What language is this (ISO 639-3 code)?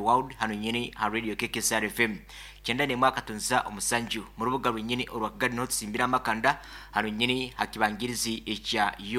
nyo